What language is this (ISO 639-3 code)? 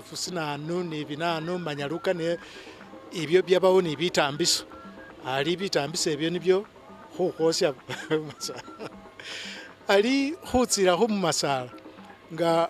myx